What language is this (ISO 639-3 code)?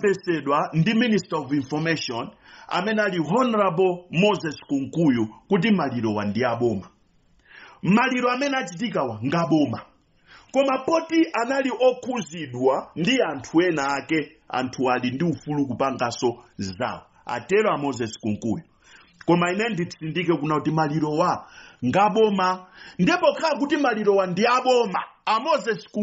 nya